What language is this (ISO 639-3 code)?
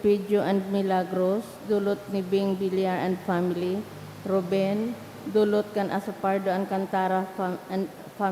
bik